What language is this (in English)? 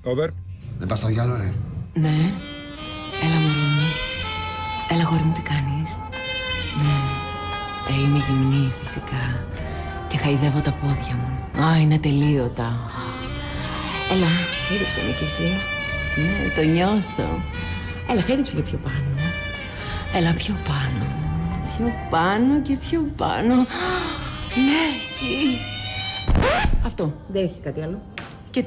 Greek